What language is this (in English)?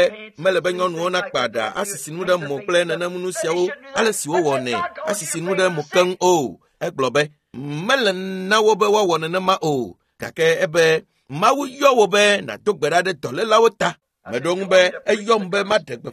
Ewe